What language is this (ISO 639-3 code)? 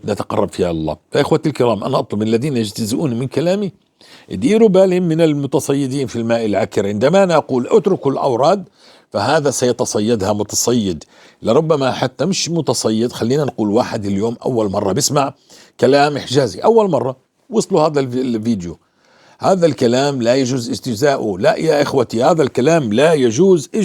apc